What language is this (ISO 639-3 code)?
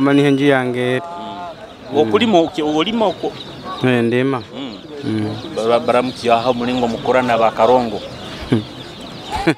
nyo